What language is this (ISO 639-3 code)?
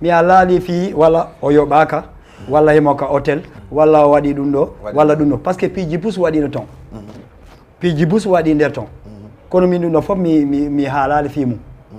ful